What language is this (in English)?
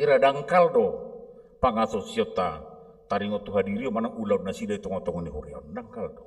Batak Toba